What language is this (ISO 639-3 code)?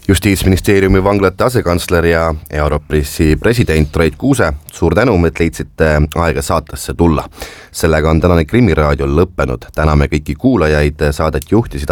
est